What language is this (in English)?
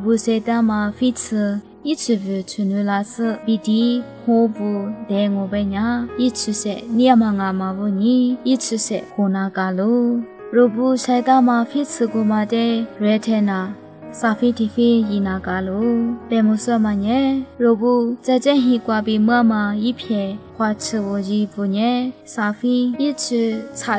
Lisu